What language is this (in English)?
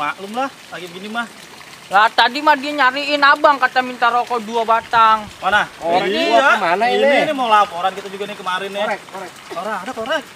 Betawi